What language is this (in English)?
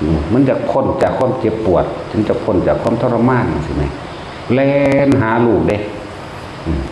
Lao